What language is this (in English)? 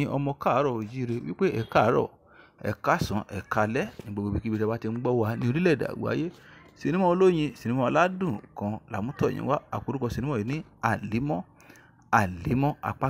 Yoruba